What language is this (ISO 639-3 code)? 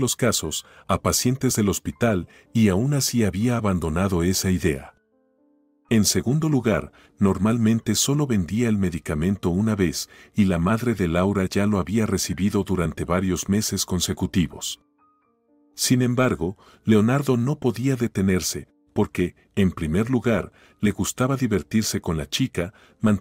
spa